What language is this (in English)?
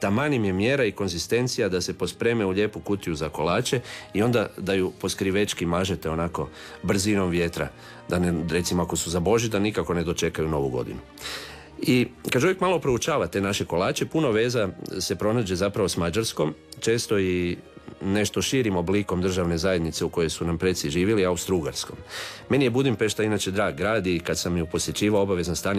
Croatian